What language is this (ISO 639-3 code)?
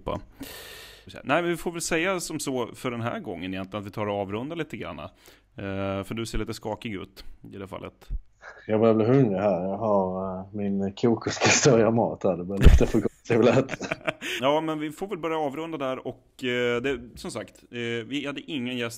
swe